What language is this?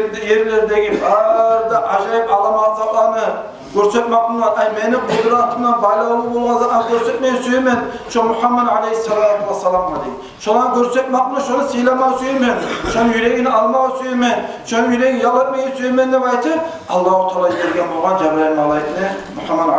Kumyk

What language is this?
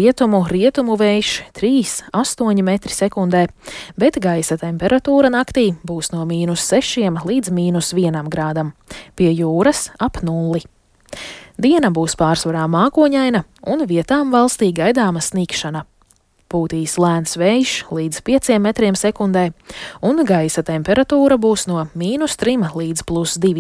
Latvian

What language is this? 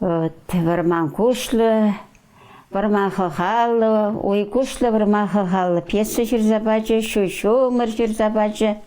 Chuvash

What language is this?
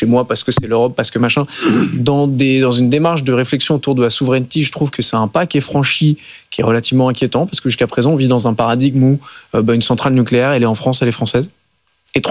French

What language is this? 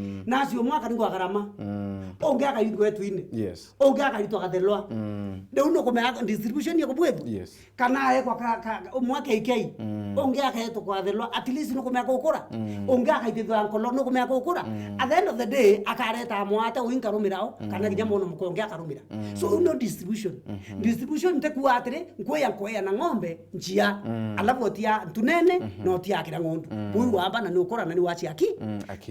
Meru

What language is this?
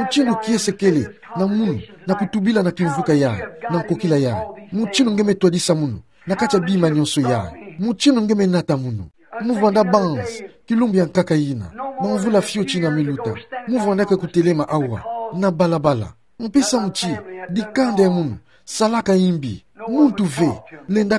Kituba (Democratic Republic of Congo)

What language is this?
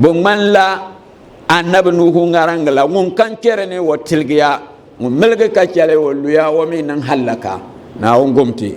Dagbani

